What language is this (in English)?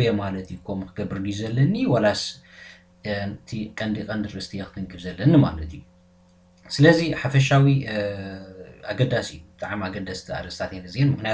Tigrinya